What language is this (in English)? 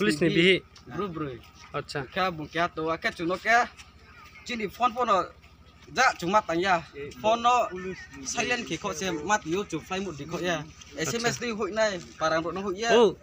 Riang (India)